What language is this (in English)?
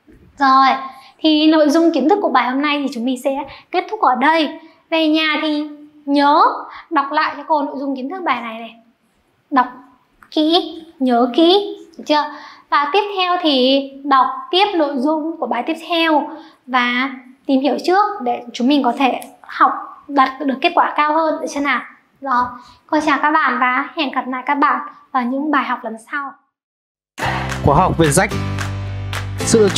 Vietnamese